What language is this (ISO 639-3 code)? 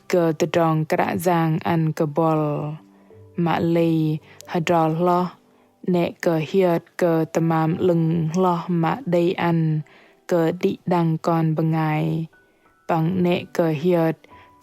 bdq